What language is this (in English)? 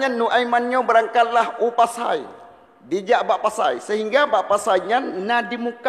Achinese